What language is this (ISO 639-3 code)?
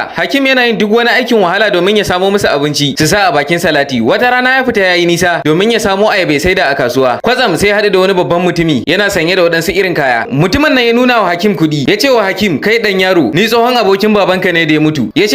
hau